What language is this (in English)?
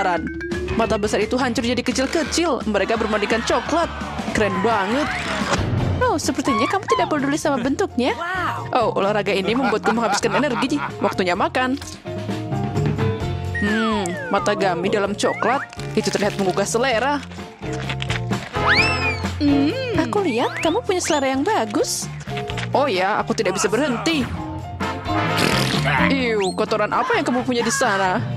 Indonesian